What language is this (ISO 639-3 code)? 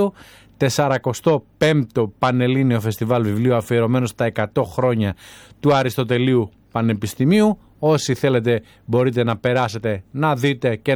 ell